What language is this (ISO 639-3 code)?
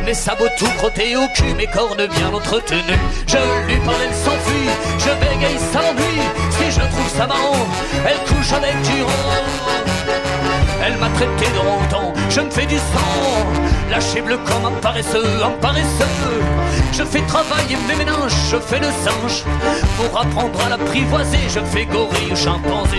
fra